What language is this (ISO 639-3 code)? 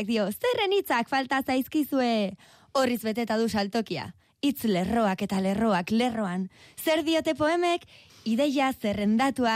eus